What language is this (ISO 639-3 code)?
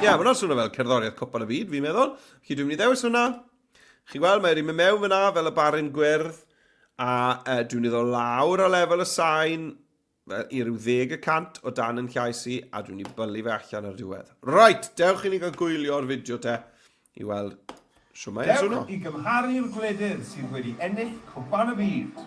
cym